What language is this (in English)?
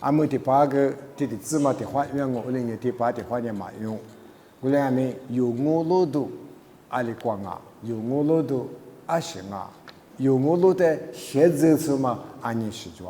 Lisu